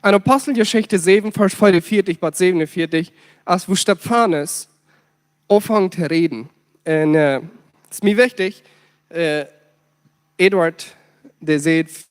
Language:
Plautdietsch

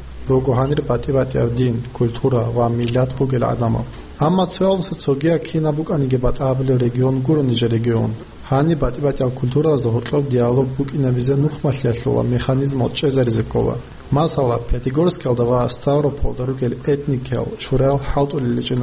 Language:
Avaric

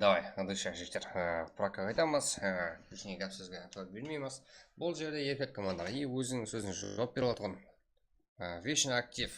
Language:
Kara-Kalpak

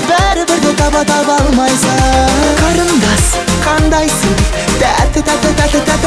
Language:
Kazakh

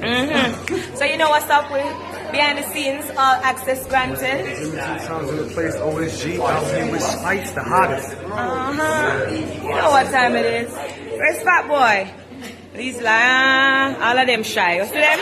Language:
Jamaican Creole English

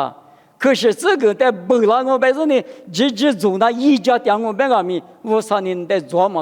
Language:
Lisu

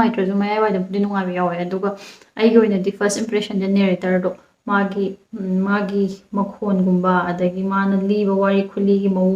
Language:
Manipuri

